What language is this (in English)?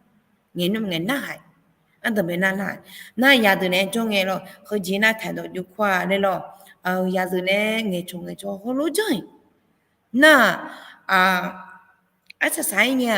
Akha